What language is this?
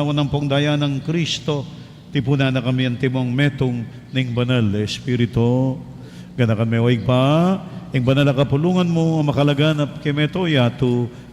Pampanga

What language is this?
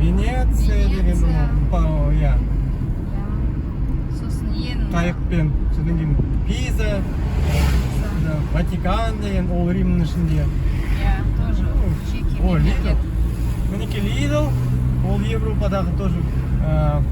Kazakh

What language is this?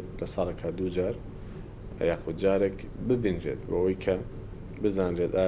Central Kurdish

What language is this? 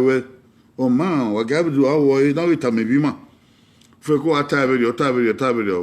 Bini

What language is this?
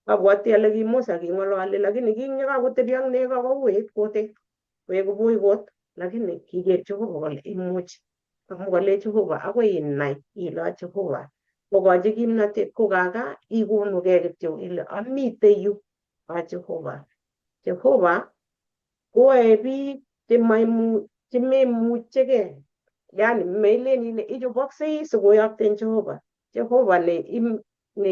Kalenjin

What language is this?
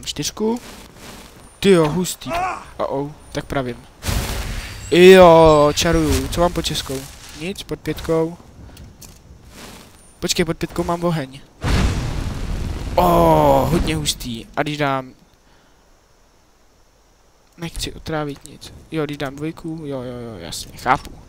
Czech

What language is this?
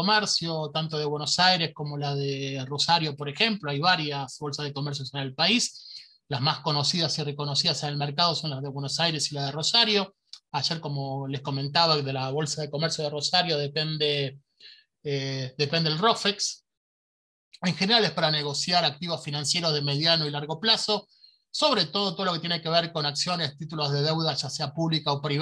Spanish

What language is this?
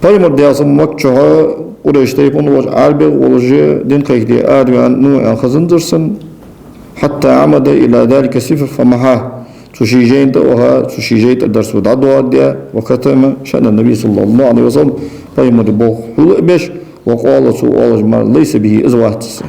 Ingush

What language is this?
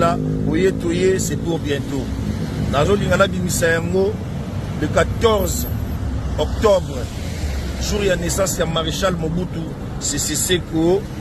Lingala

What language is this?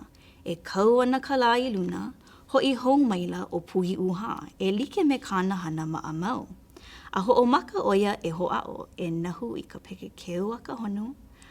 Hawaiian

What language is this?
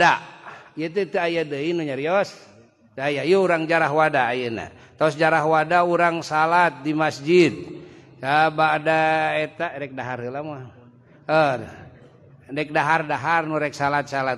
Sundanese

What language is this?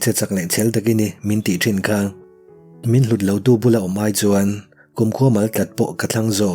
Mizo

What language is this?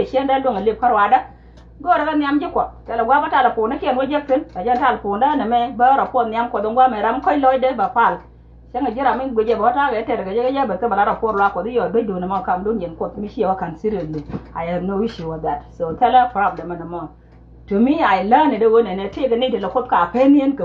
Nuer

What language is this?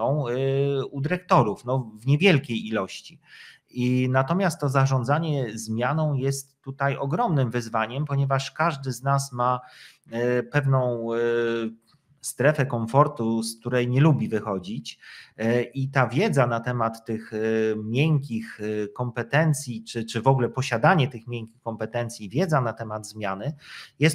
Polish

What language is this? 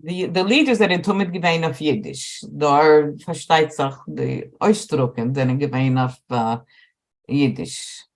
Yiddish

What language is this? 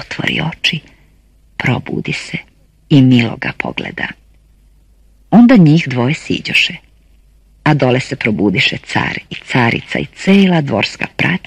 Serbian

